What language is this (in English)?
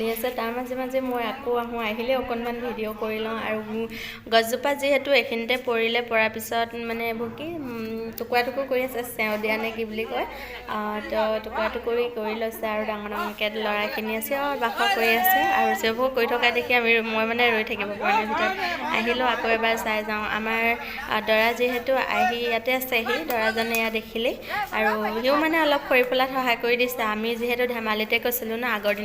Assamese